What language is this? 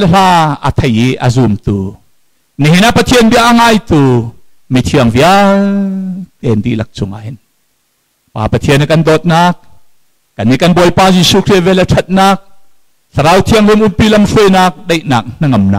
Hakha Chin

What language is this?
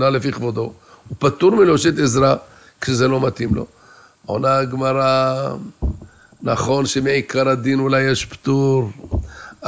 Hebrew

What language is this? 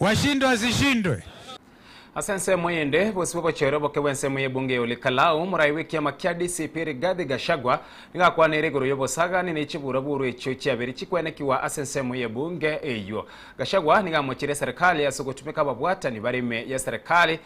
Gusii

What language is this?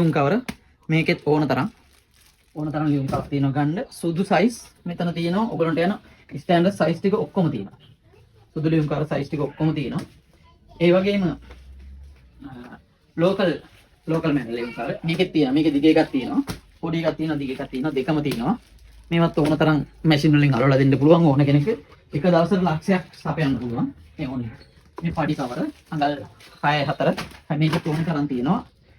Sinhala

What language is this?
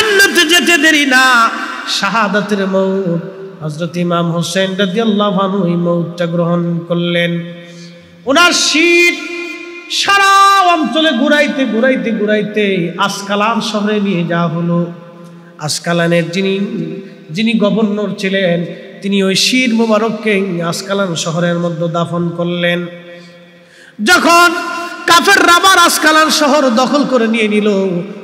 Bangla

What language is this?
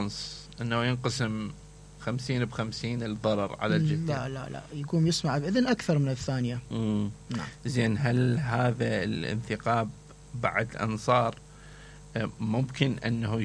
Mesopotamian Arabic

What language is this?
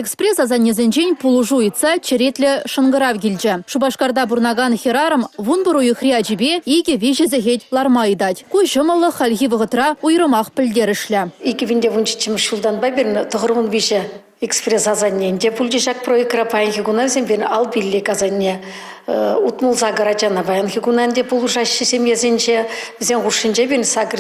Chuvash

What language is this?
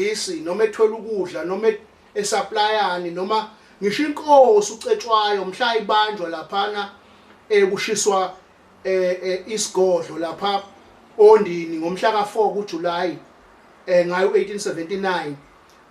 Zulu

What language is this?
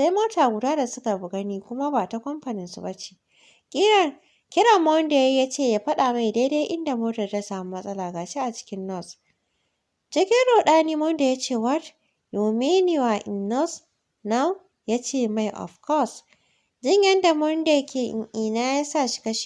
Hausa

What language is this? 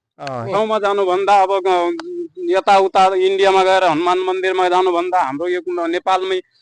Nepali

